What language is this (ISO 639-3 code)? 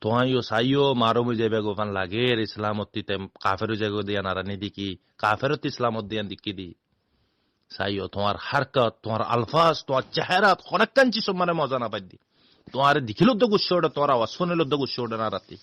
rhg